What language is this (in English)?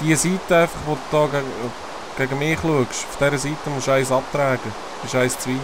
Swiss German